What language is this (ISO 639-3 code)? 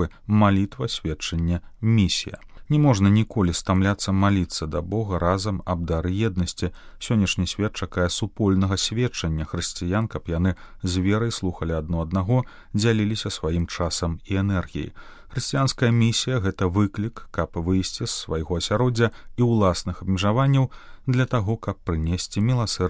bel